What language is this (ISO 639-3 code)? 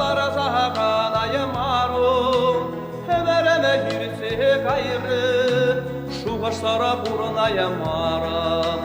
chv